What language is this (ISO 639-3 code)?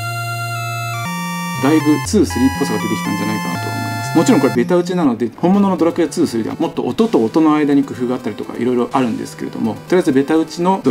jpn